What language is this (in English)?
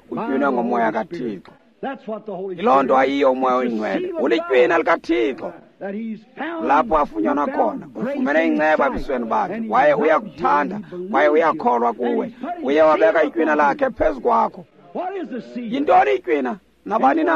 Xhosa